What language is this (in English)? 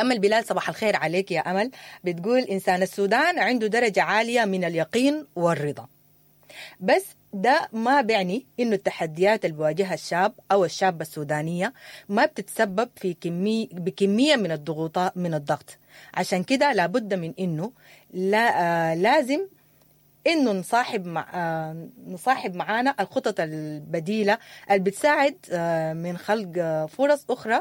Sudanese Arabic